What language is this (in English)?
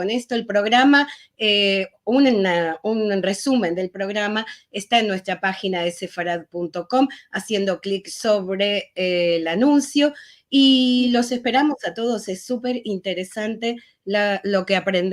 Ladino